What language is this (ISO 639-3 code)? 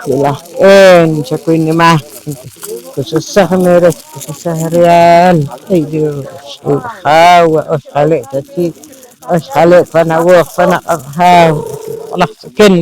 poh